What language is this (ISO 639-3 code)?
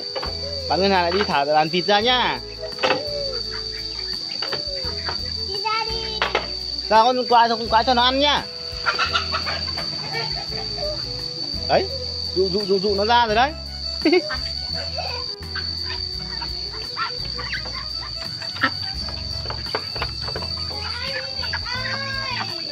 vie